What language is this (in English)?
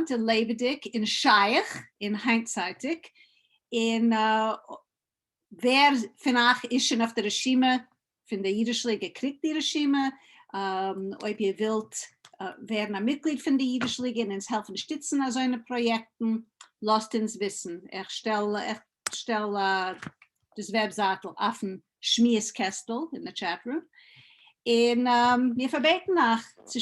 Yiddish